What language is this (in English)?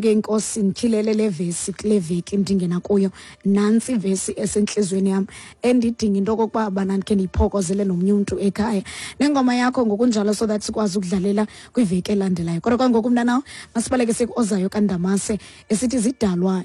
Xhosa